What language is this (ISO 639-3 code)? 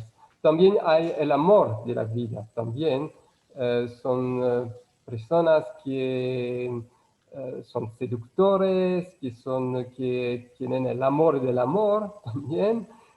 lad